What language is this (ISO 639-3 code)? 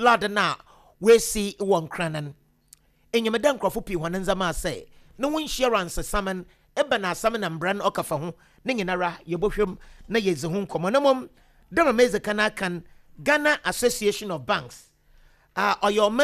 aka